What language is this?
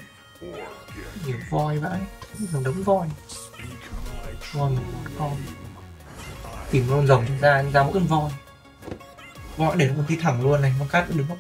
Vietnamese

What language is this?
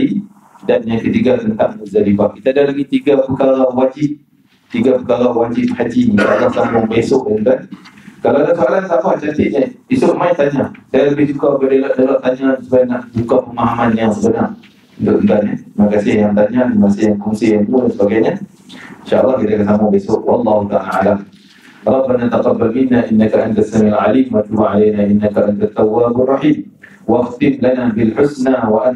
Malay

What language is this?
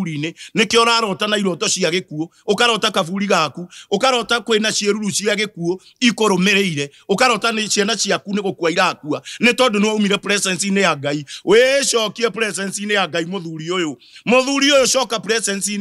Kikuyu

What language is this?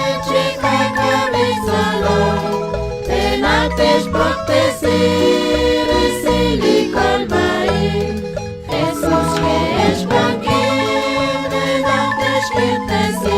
Kekchí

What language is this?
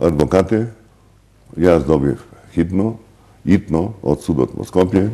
Macedonian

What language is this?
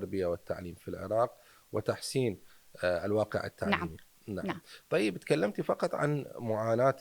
Mesopotamian Arabic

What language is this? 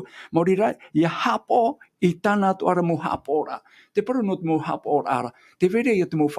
Tahitian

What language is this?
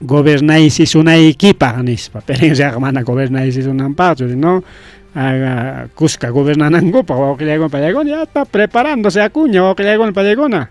Ayacucho Quechua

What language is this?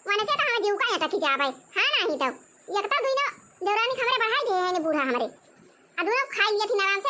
Awadhi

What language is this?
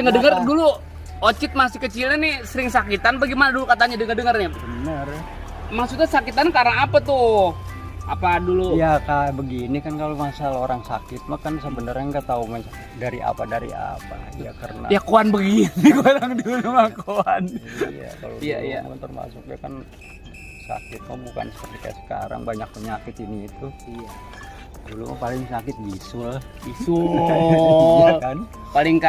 Betawi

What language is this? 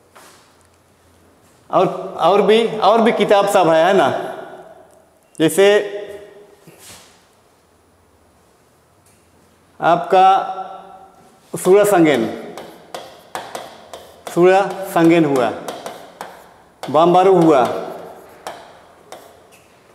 Hindi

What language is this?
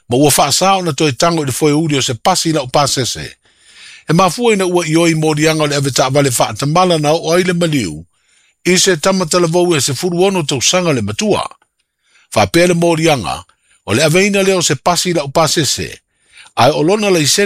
Samoan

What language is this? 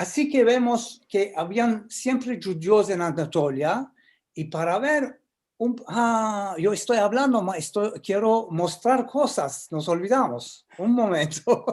Ladino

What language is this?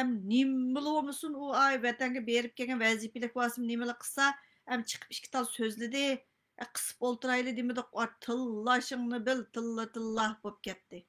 Uyghur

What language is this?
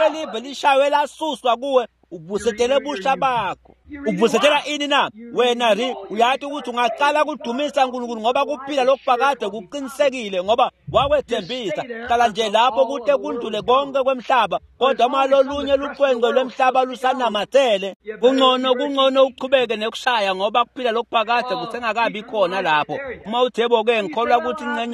Swati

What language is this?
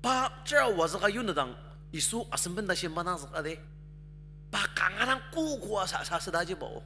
Ao Naga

